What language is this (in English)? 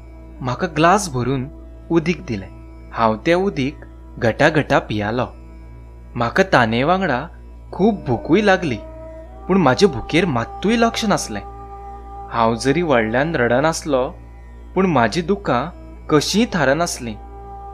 Konkani